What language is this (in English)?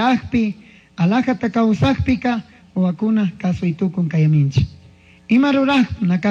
Chimborazo Highland Quichua